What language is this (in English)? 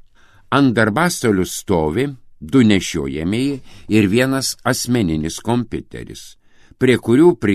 Lithuanian